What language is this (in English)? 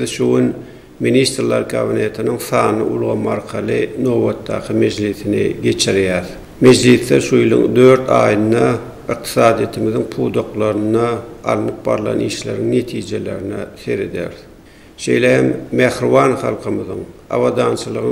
Turkmen